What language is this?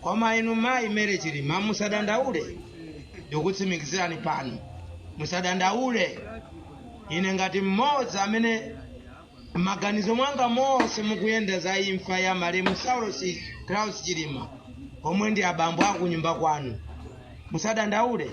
Nyanja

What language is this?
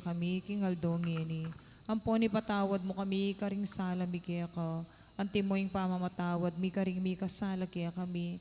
Pampanga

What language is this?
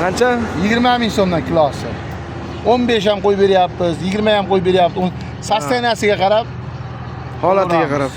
Uzbek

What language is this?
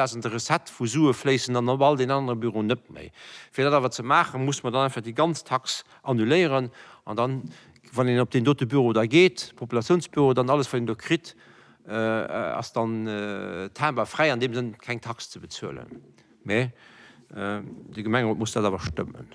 Luxembourgish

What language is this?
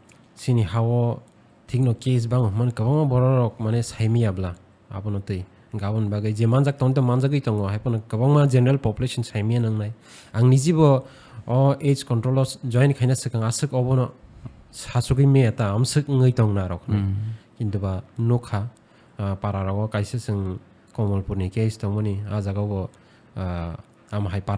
Kok Borok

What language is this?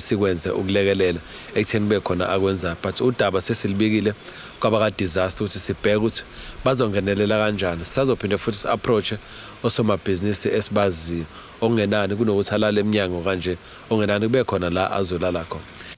Zulu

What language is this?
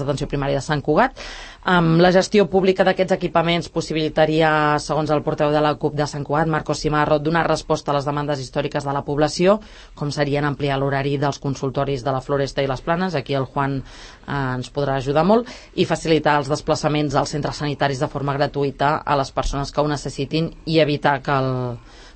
Catalan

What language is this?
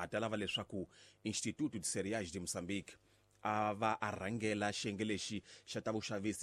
Tsonga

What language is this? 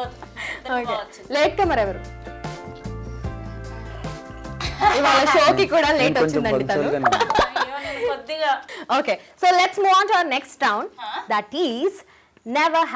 Telugu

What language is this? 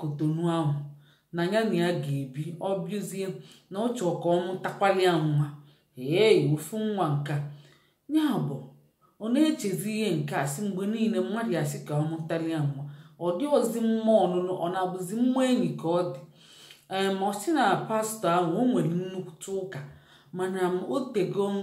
Igbo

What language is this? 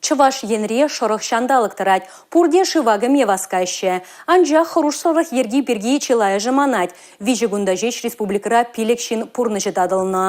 Chuvash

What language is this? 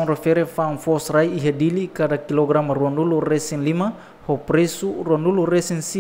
Tetum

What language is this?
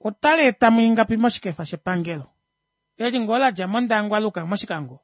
Kuanyama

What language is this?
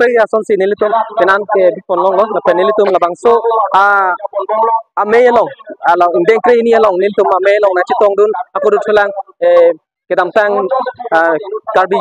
Karbi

